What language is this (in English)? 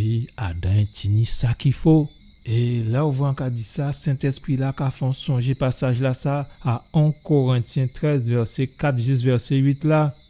Guadeloupean Creole French